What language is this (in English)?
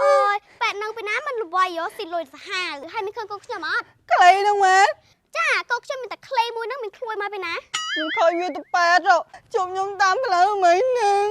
Khmer